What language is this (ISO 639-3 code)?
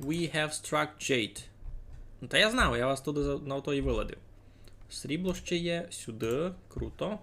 rue